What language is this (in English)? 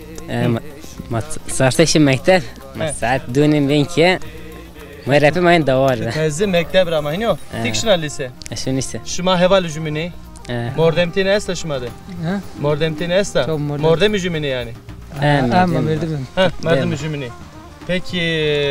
Zaza